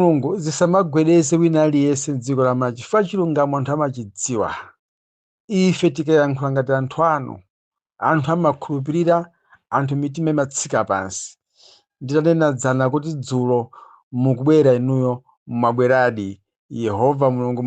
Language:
Nyanja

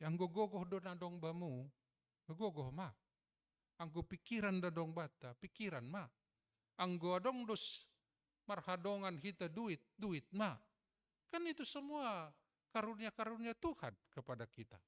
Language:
Batak Simalungun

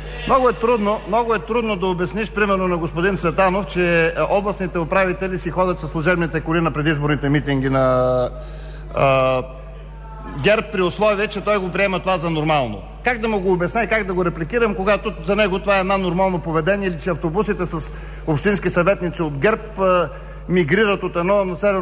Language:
Bulgarian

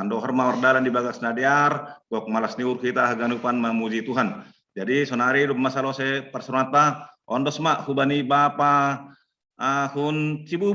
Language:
Batak Simalungun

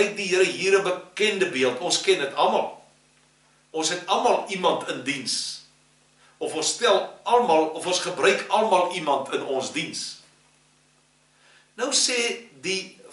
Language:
Afrikaans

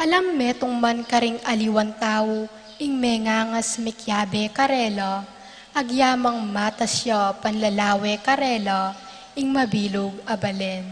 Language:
Pampanga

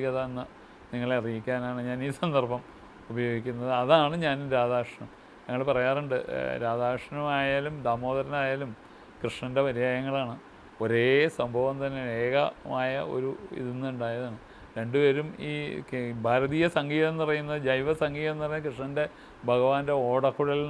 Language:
Malayalam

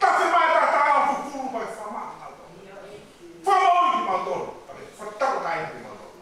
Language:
Tongan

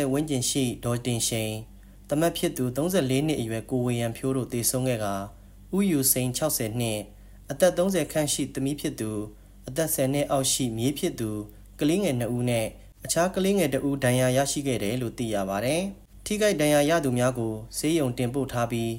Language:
Burmese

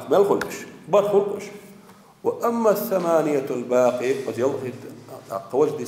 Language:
Chechen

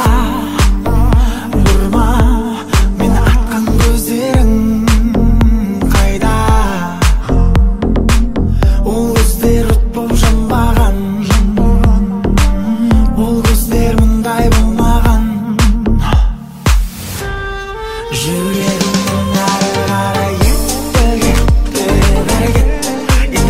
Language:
Kazakh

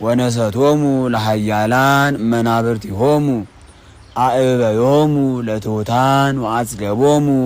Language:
Amharic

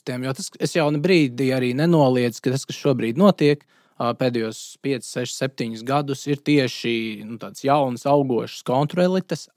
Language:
Latvian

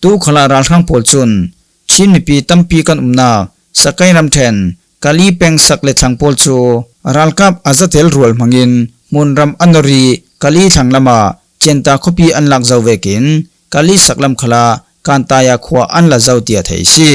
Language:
Falam Chin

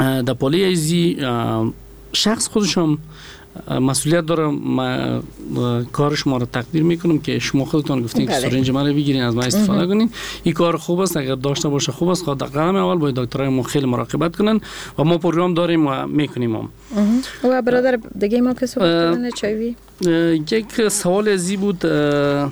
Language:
Persian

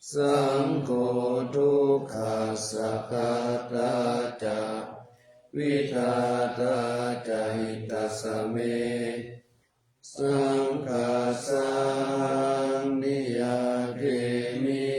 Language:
Pali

